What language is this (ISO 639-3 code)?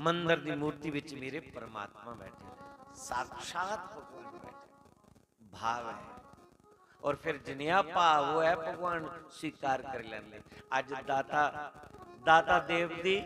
doi